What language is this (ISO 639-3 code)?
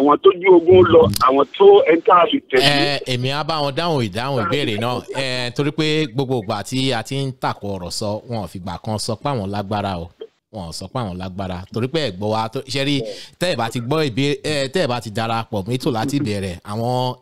yor